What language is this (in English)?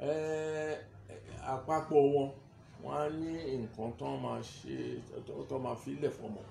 Yoruba